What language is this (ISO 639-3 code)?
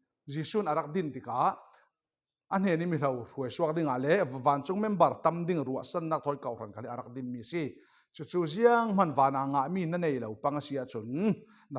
cfm